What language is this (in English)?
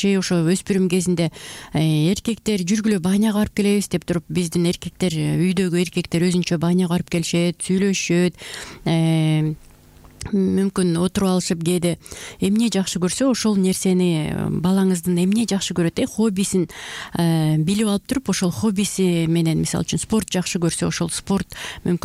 Kyrgyz